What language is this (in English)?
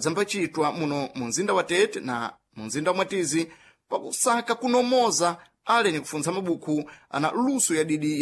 Sena